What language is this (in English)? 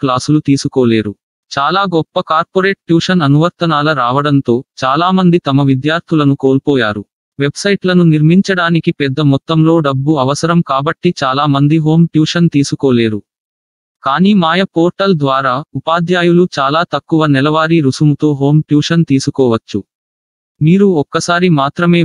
Telugu